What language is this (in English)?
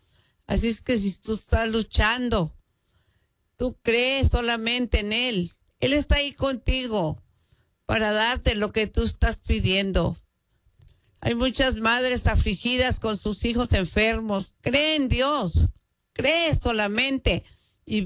Spanish